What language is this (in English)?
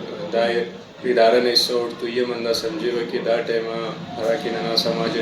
Brahui